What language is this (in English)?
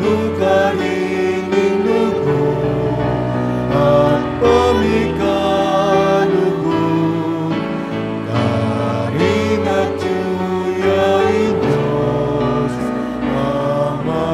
Pampanga